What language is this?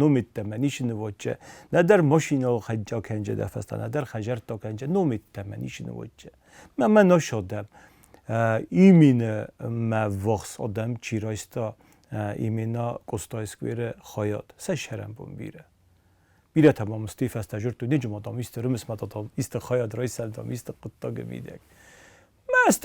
Ossetic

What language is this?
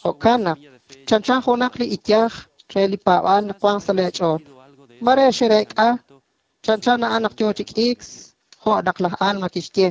Kekchí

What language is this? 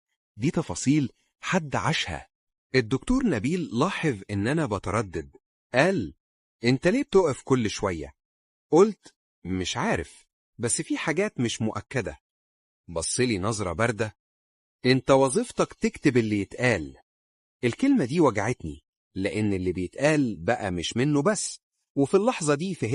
Egyptian Arabic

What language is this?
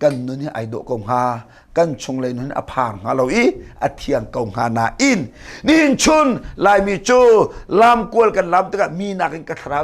Hakha Chin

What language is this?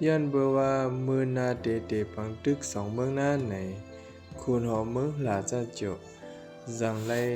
Shan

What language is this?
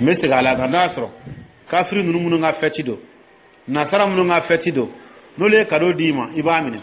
Dyula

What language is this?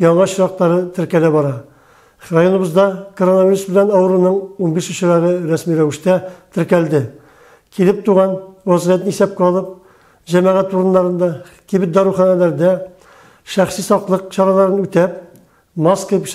Tatar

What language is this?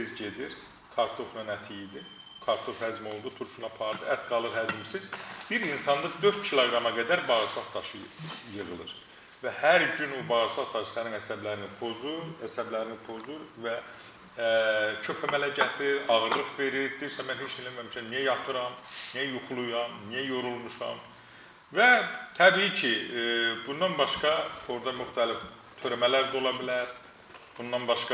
Azerbaijani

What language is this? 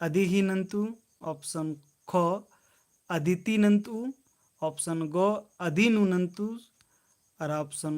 Kurukh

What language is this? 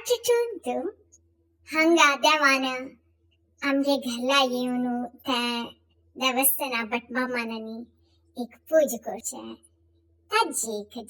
Konkani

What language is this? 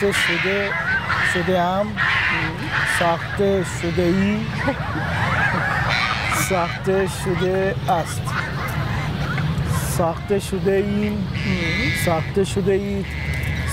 Persian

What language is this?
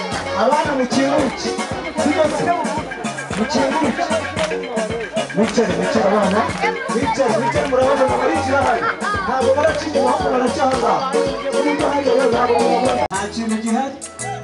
Kinyarwanda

